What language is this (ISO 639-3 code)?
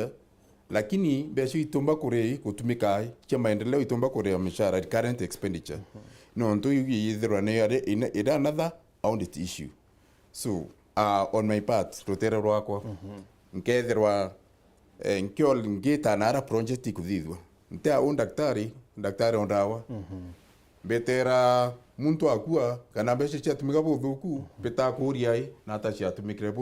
mer